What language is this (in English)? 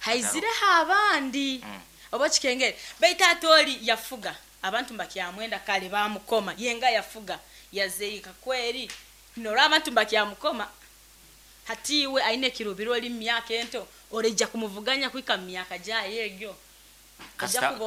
Nyankole